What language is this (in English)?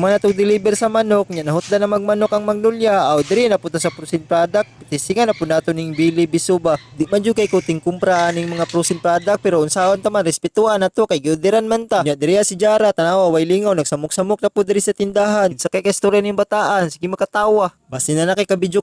Cebuano